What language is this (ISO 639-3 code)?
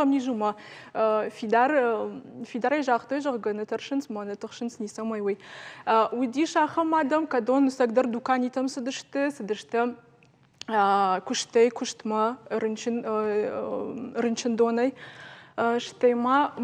oss